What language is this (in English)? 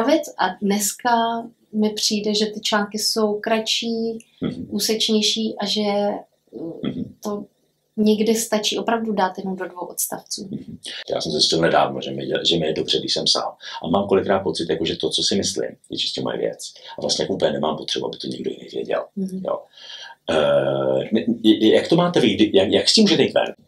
Czech